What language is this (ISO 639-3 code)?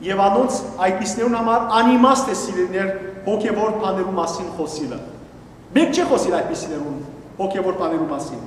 hyw